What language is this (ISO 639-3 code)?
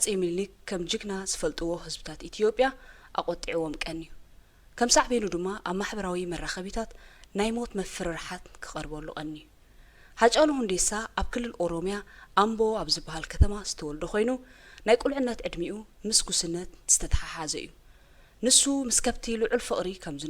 tir